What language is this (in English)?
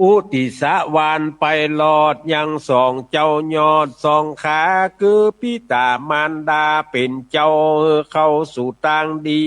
Northern Thai